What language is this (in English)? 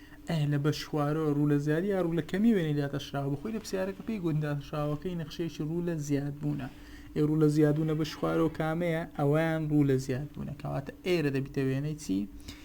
Central Kurdish